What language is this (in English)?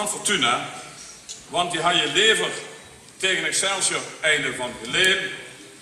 Limburgish